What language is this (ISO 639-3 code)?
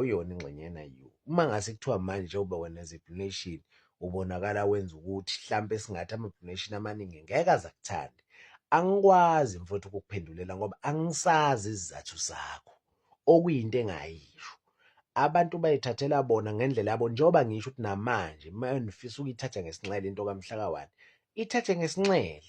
zul